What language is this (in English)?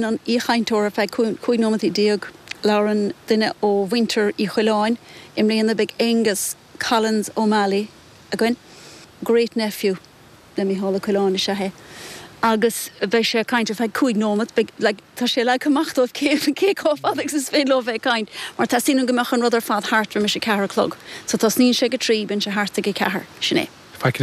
Irish